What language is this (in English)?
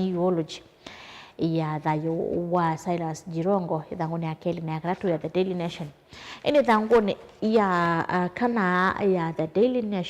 Kamba